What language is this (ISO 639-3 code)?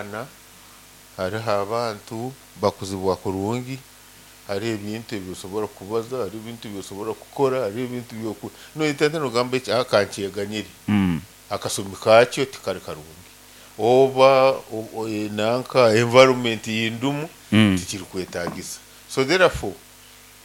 nyo